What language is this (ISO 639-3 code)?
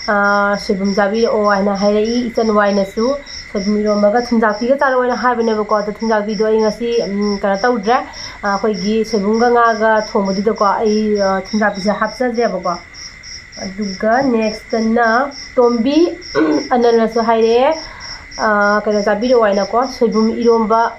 mni